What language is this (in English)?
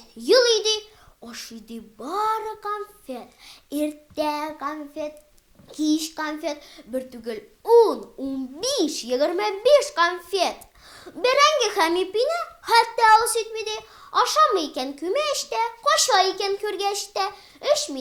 Tatar